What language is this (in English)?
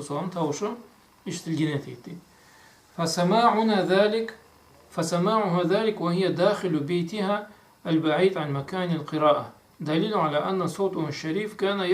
Karachay-Balkar